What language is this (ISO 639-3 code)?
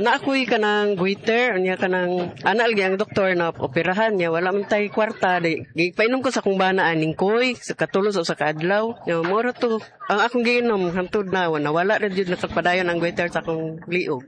ceb